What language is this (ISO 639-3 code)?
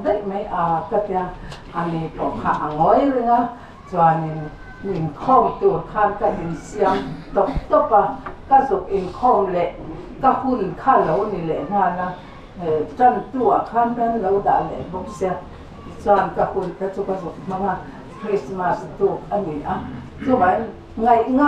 lus